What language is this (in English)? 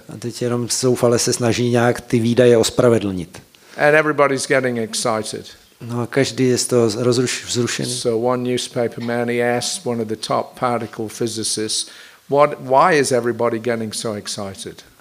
Czech